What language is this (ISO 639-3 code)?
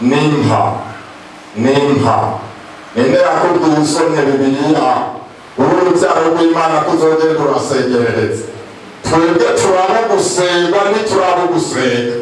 run